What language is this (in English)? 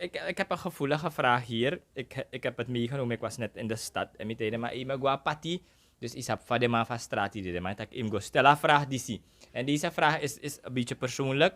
Sranan Tongo